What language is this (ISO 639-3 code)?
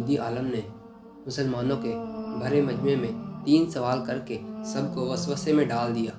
urd